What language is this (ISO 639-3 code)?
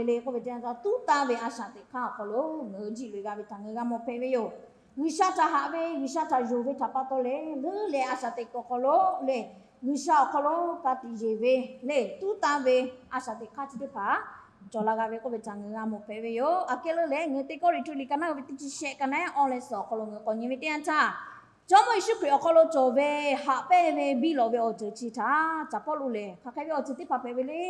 lhu